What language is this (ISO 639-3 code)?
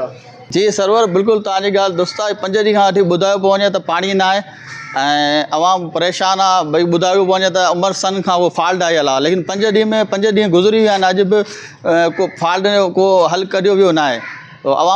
snd